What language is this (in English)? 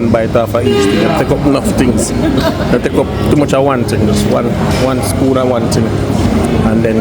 Jamaican Creole English